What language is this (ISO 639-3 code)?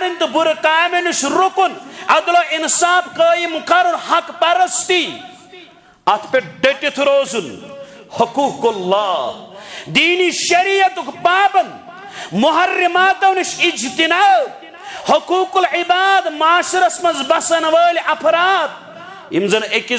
kas